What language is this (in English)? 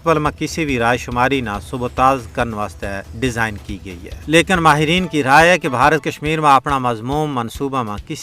Gujari